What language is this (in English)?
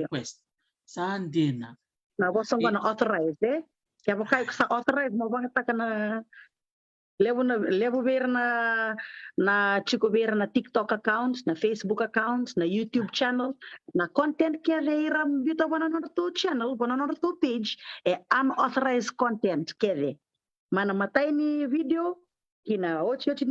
Fijian